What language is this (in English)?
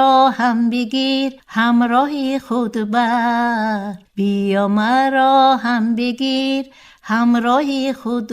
Tajik